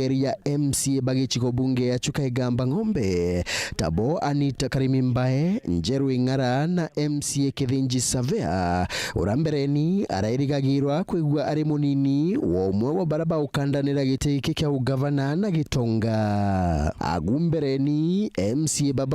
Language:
Meru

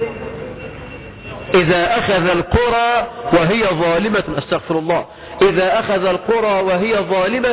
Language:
Arabic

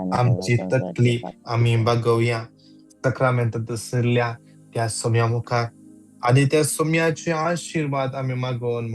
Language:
Konkani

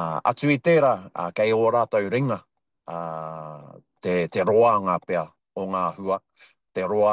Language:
Māori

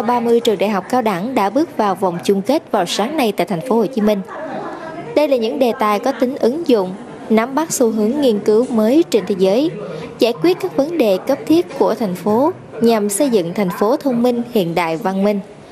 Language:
Vietnamese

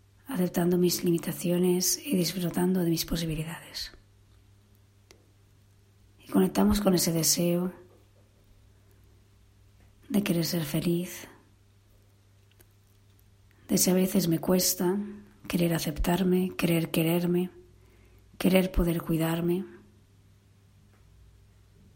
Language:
Spanish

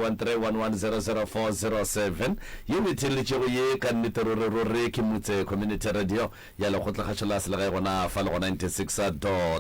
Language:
Northern Sotho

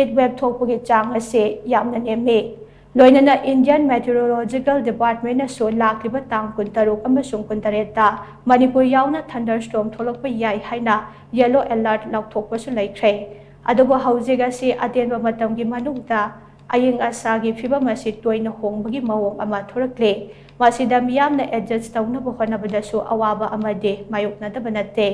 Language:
Manipuri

